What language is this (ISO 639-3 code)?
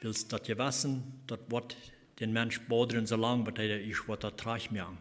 pdt